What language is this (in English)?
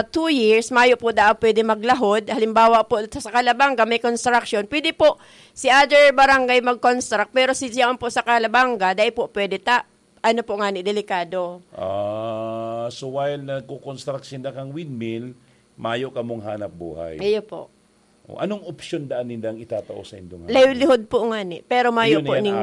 Bikol